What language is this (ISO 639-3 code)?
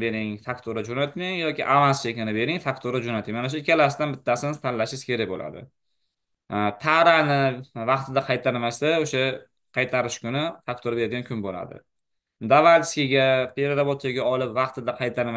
uzb